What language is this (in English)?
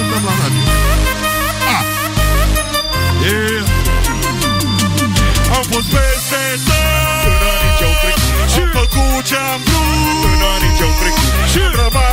Romanian